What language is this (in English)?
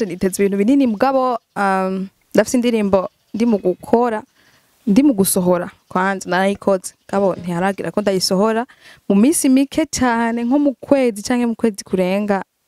Rundi